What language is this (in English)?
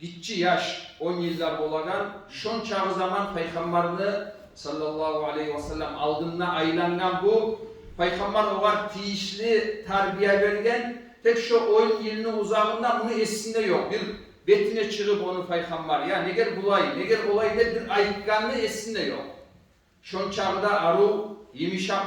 Kumyk